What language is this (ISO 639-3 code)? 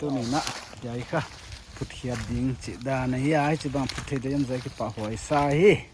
pck